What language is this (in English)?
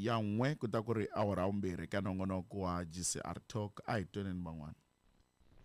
Tsonga